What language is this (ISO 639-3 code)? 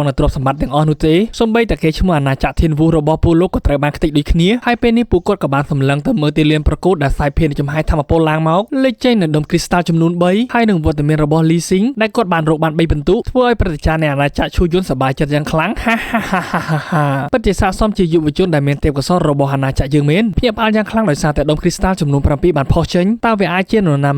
khm